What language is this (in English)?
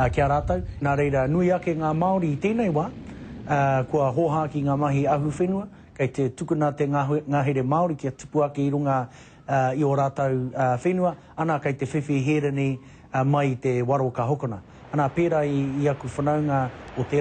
Māori